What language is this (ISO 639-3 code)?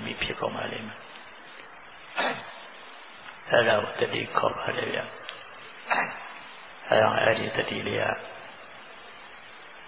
mya